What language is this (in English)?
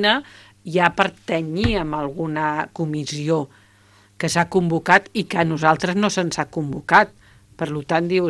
Catalan